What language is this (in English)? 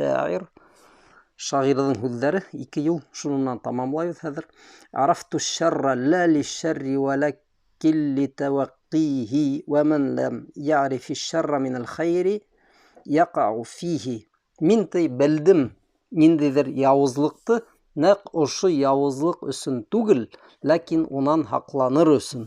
Bashkir